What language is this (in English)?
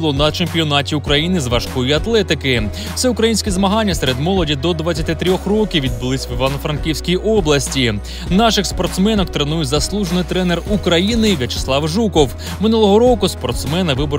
Ukrainian